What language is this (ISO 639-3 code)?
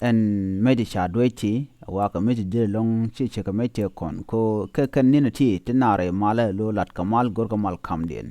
nus